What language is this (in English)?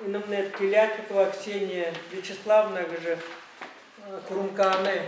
Buriat